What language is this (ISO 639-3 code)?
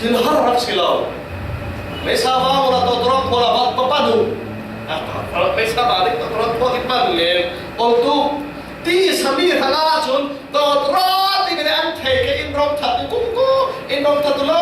cfm